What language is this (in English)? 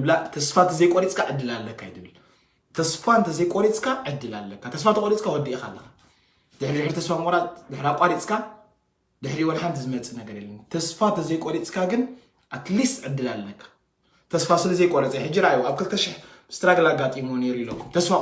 Tigrinya